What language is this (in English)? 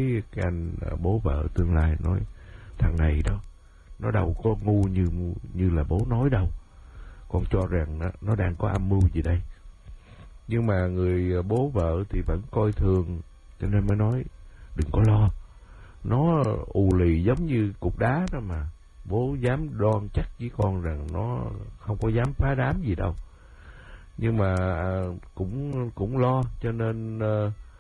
Vietnamese